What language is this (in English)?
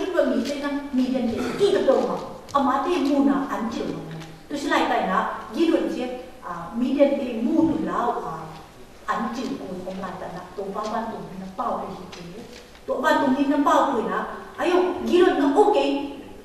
Tedim Chin